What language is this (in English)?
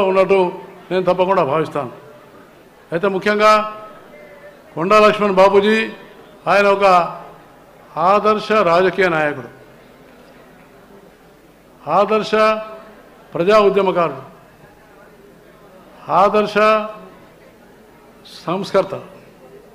Telugu